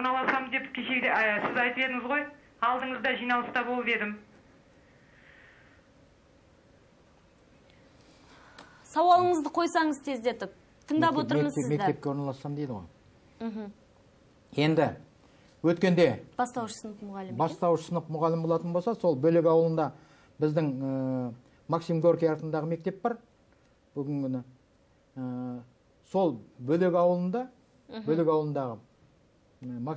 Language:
Kazakh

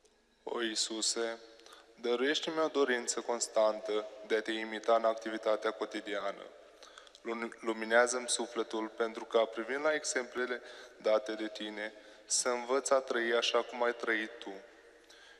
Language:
Romanian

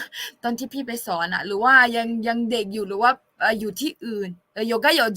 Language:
Akha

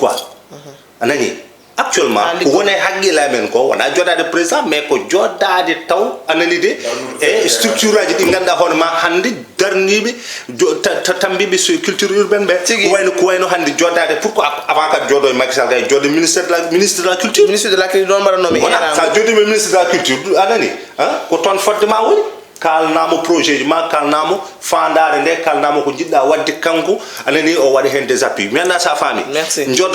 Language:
Fula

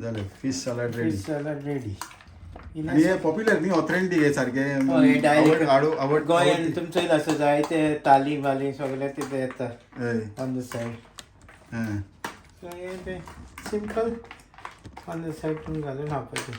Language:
Konkani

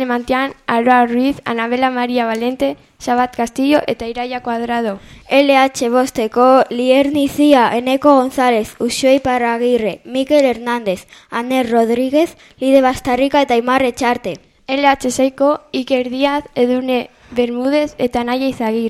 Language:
Basque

